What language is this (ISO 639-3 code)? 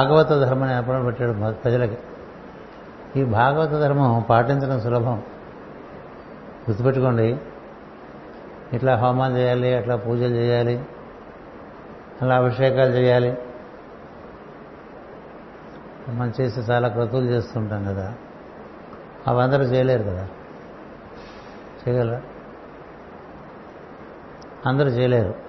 tel